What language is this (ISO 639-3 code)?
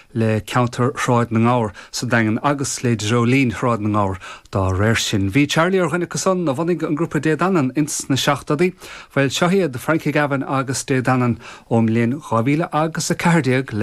gle